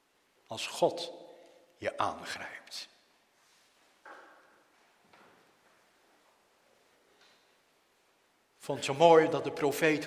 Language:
Dutch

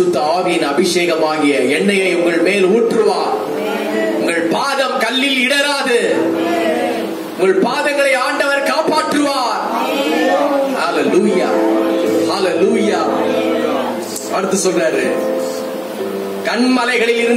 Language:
Tamil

